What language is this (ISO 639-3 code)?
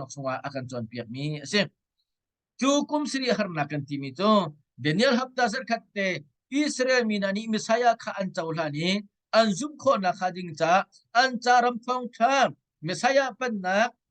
cnh